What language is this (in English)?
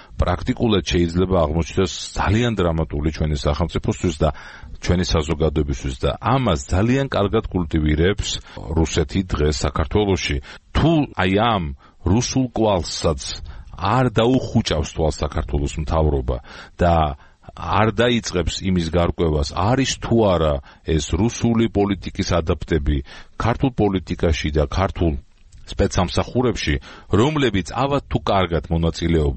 Georgian